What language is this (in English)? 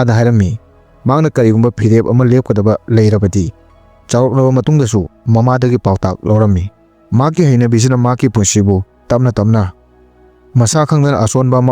Manipuri